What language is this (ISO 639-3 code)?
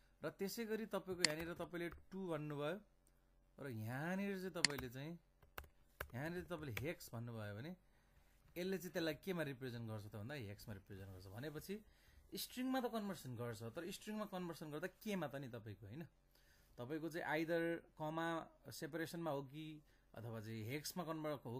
nep